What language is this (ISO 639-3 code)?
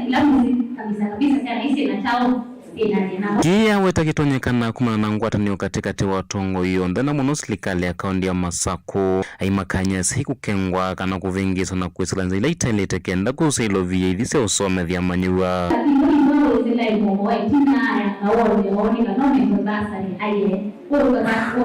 kam